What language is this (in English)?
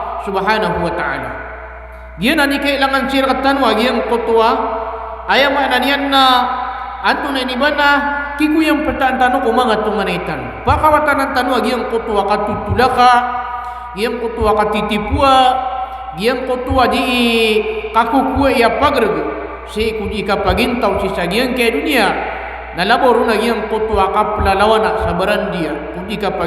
Maranao